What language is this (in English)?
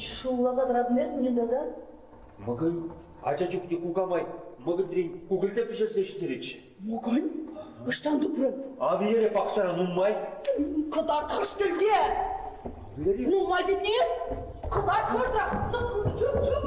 Chuvash